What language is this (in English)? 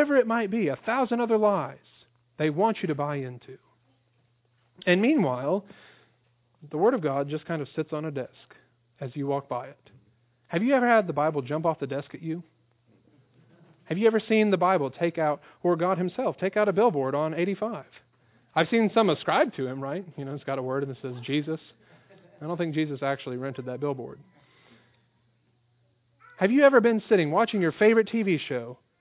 English